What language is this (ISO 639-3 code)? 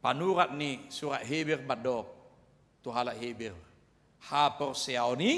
bbc